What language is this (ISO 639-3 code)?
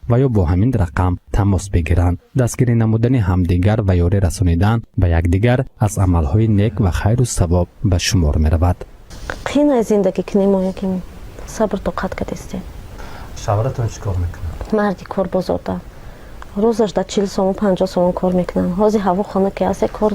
tgk